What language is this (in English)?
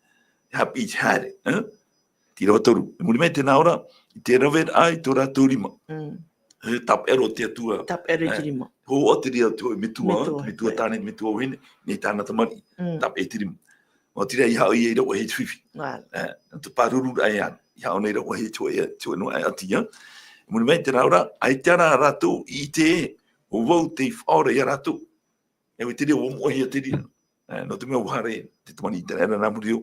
Tahitian